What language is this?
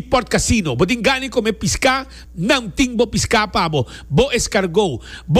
Papiamento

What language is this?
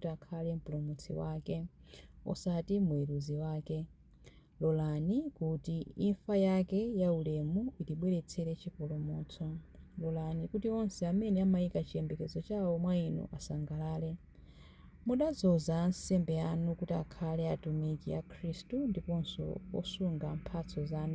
Nyanja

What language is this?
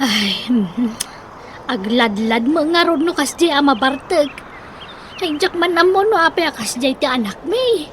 Iloko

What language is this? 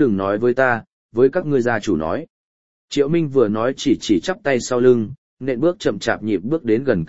Vietnamese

